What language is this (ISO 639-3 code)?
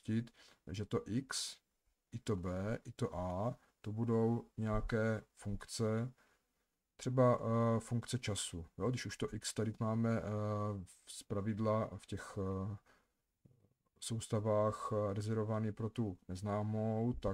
ces